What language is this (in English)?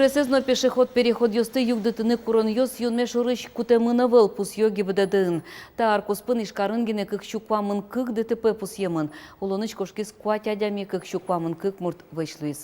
Udmurt